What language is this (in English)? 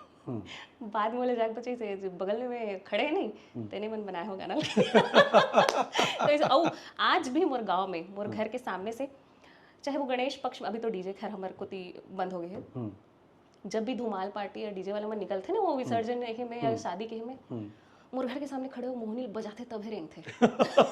Chhattisgarhi